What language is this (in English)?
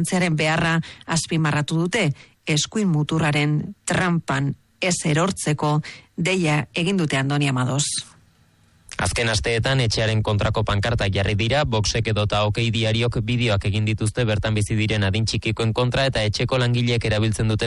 Basque